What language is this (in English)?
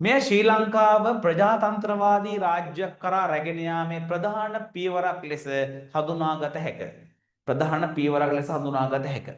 Sinhala